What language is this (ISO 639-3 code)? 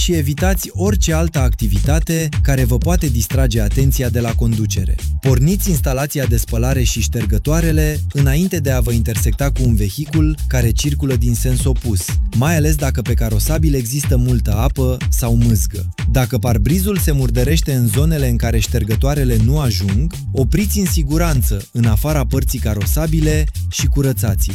ron